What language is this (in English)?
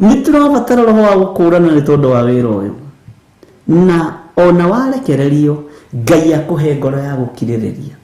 Kikuyu